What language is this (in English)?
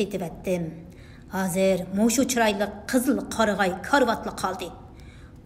Uyghur